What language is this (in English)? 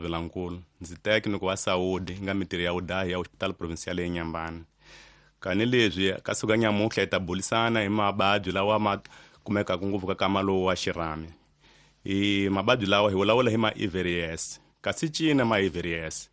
Tsonga